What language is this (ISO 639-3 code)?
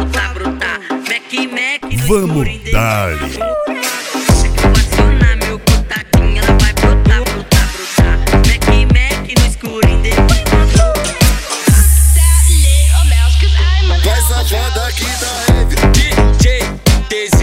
por